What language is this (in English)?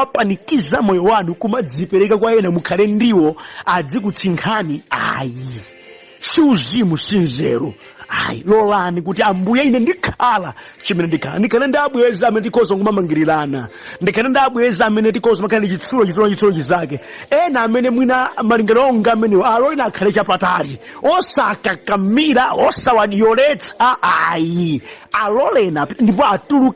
Nyanja